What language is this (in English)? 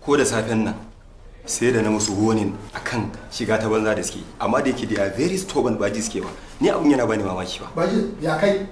Hausa